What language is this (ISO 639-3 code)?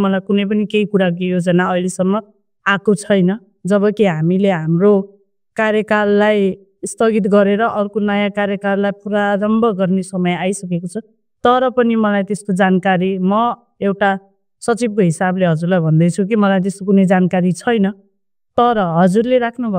nep